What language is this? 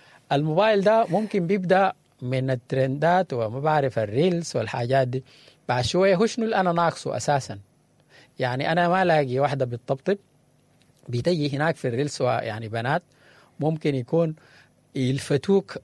Sudanese Arabic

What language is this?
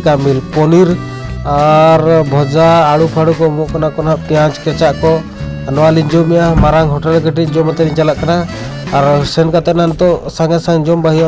Santali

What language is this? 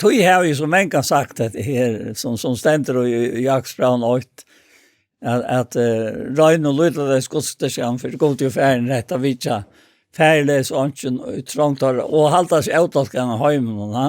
Faroese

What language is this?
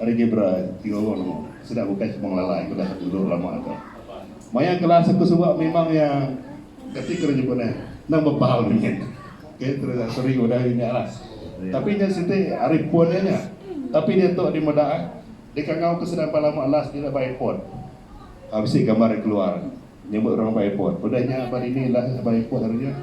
Iban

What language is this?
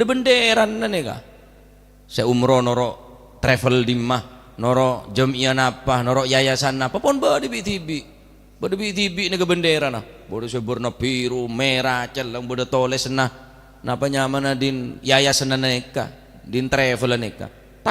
Madurese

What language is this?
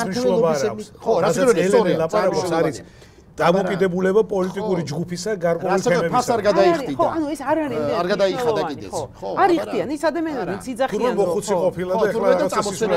Georgian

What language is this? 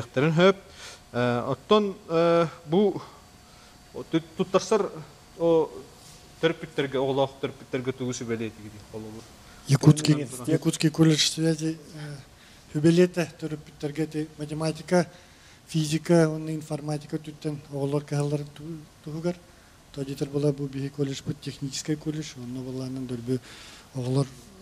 Yakut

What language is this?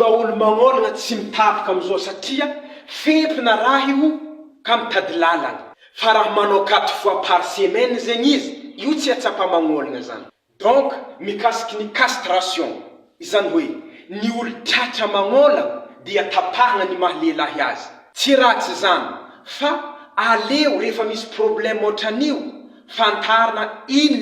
Malagasy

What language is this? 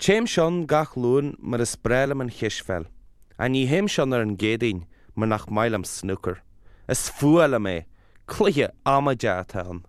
Irish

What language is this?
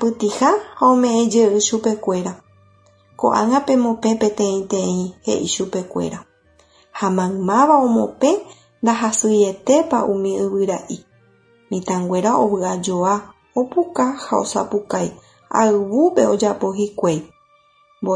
Guarani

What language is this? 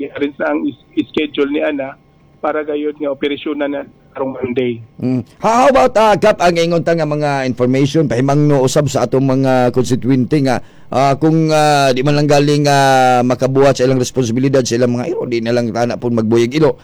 Cebuano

